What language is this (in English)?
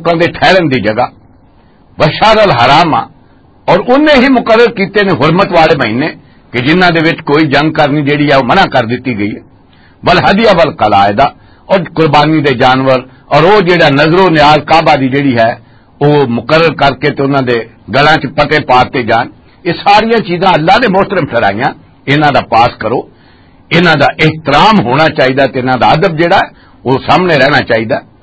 Western Panjabi